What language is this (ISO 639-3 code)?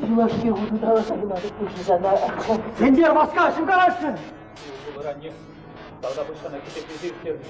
chv